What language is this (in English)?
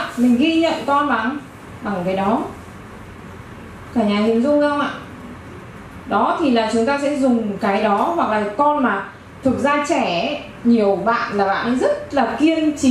Vietnamese